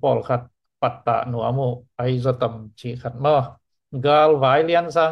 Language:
Tedim Chin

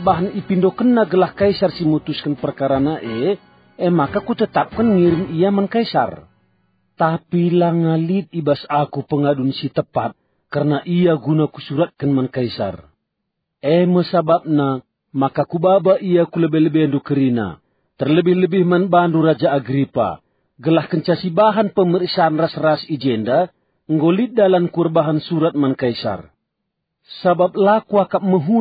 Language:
Batak Karo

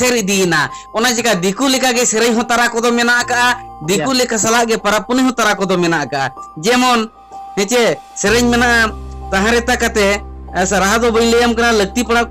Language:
Santali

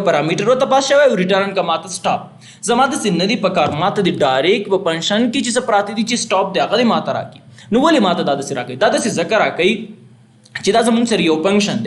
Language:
Pashto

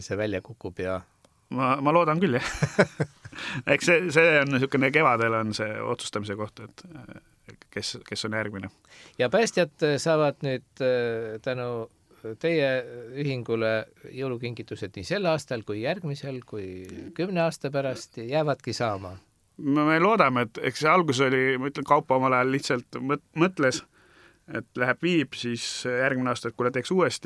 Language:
Estonian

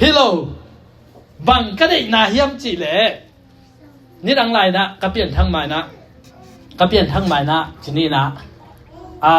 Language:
Tedim Chin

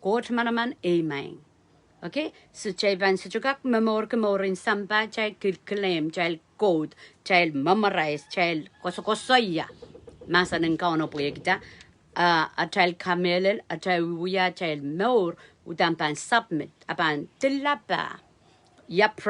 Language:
Pohnpeian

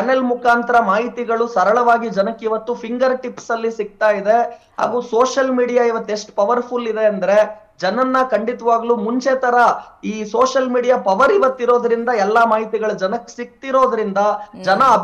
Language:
Kannada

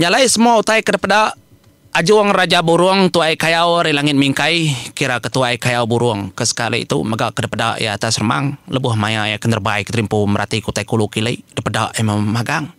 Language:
Iban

